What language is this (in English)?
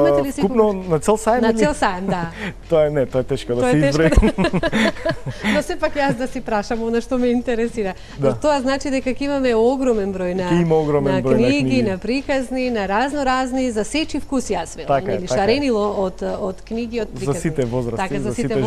Macedonian